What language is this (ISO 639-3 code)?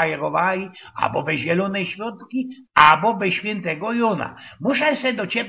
szl